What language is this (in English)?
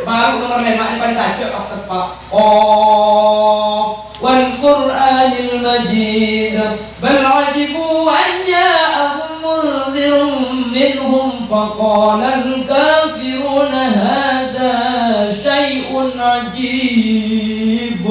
Madurese